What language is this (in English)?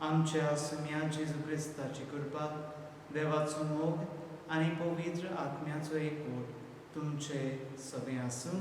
Konkani